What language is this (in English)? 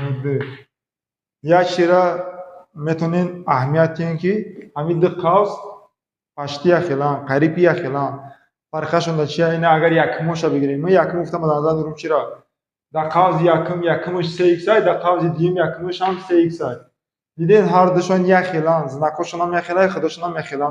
Tajik